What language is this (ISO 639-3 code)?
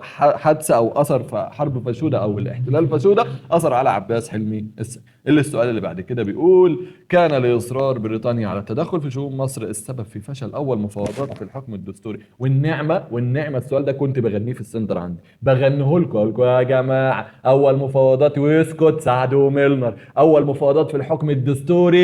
arz